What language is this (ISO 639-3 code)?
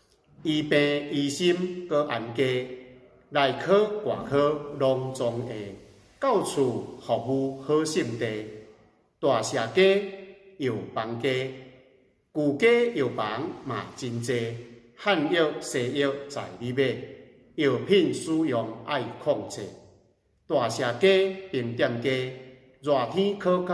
nan